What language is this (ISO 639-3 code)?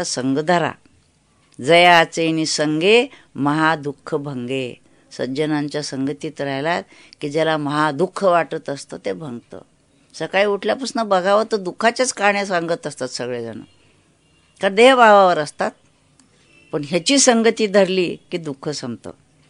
mar